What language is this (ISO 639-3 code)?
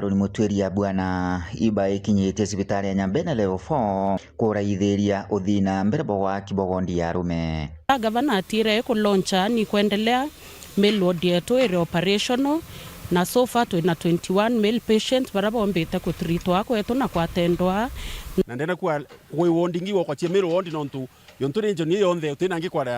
mer